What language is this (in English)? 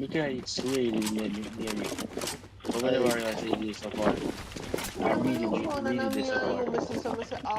Jamaican Creole English